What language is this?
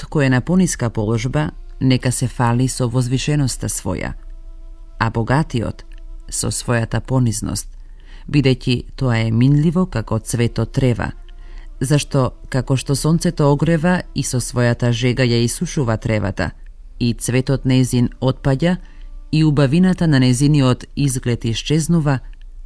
Macedonian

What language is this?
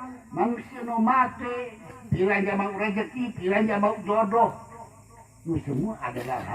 Sasak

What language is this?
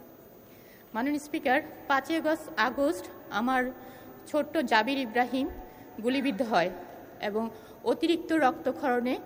Bangla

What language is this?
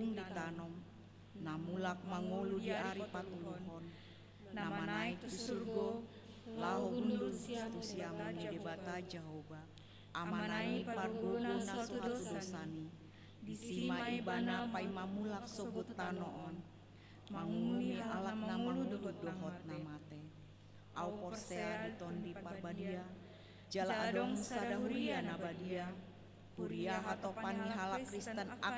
Batak Toba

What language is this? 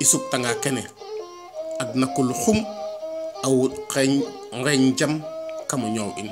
Serer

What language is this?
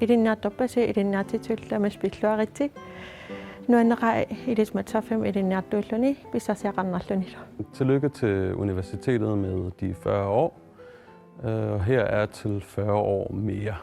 Kalaallisut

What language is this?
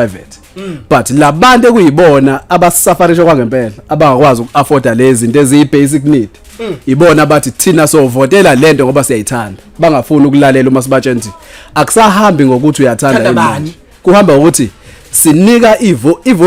Zulu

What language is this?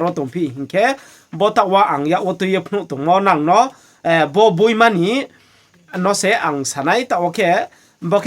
Riang (India)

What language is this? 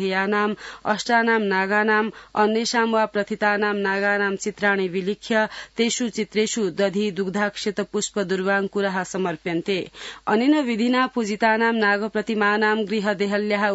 Sanskrit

